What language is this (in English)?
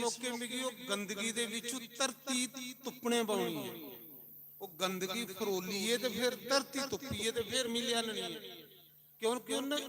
Dogri